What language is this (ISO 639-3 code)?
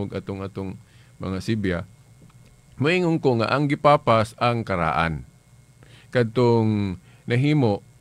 ceb